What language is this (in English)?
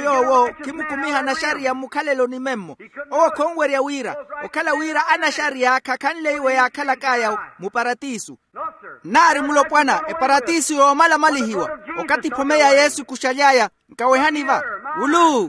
Makhuwa